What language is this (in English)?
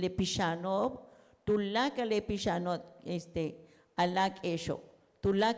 Yucateco